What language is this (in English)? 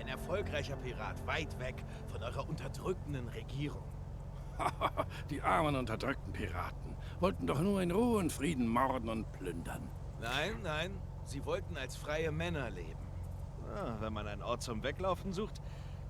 Swiss German